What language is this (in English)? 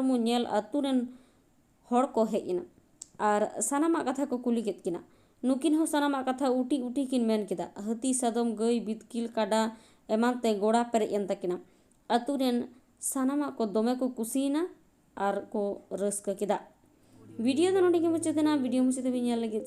Santali